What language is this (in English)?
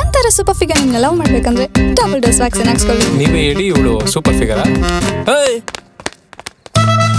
Kannada